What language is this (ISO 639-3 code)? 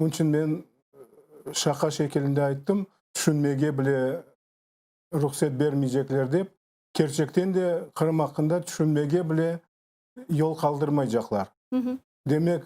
crh